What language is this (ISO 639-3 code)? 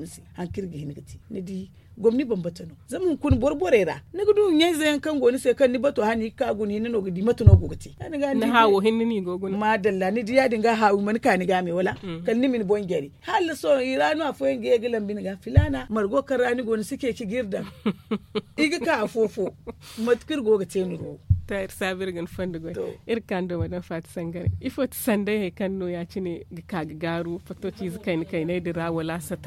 dje